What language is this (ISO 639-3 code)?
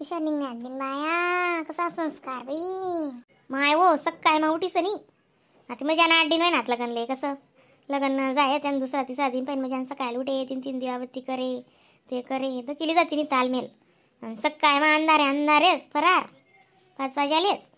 khn